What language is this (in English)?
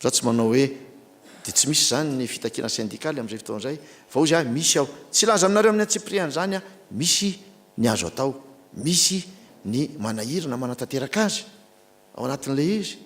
Malagasy